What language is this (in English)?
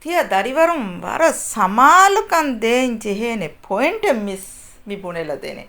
Divehi